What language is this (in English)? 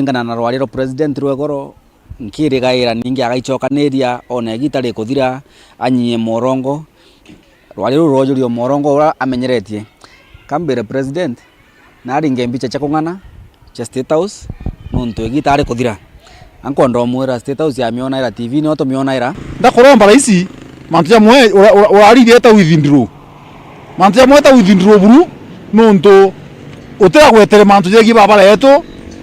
Meru